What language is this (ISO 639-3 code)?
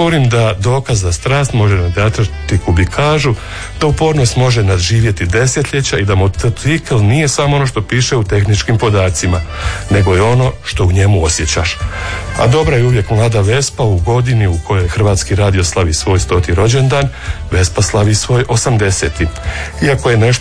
hrv